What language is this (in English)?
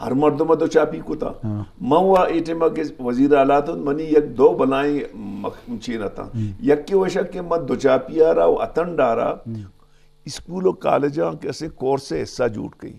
Eastern Balochi